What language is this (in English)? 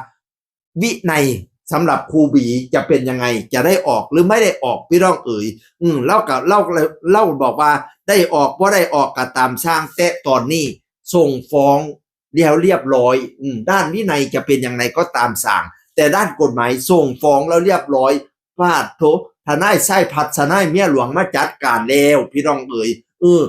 Northeastern Thai